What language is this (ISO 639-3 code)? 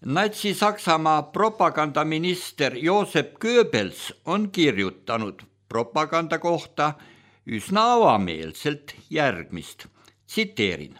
est